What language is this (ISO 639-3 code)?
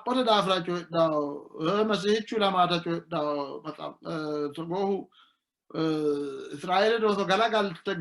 sid